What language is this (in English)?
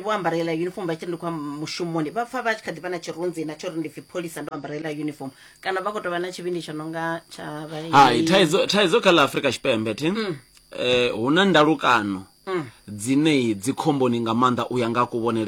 Venda